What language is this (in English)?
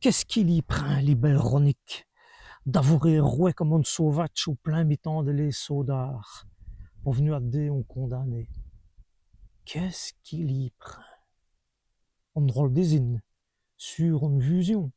Walloon